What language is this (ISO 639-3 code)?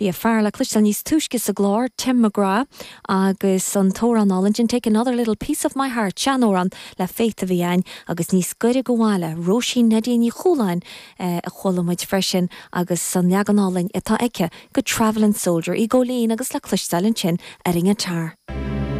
gle